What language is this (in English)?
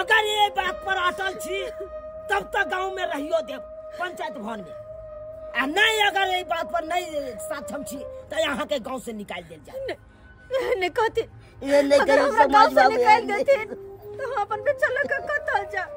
Maithili